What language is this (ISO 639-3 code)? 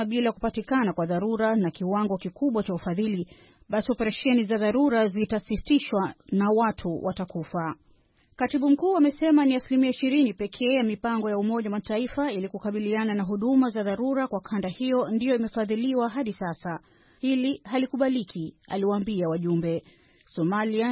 swa